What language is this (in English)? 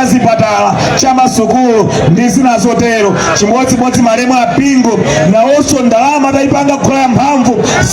Nyanja